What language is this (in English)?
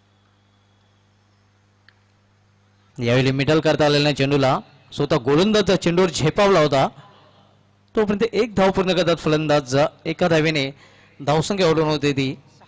Marathi